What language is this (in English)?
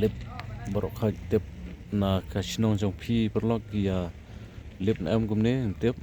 Khasi